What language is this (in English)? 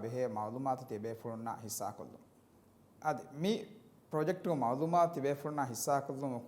Divehi